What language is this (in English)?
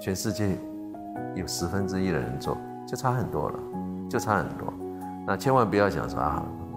Chinese